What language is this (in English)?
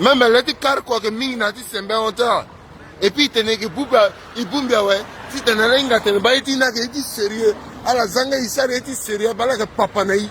Sango